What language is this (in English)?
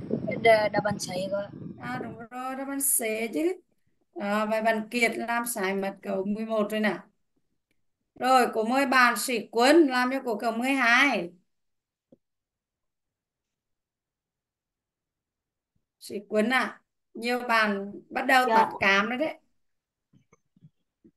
Vietnamese